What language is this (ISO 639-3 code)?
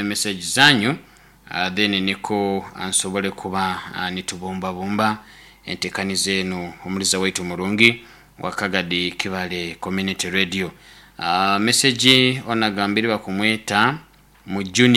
nyn